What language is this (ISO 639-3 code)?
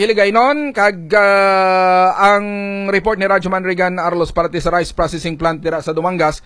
hil